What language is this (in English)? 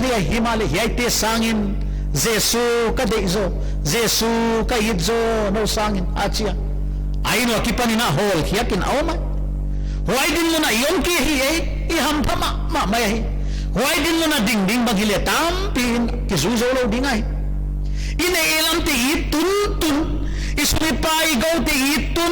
Paite Chin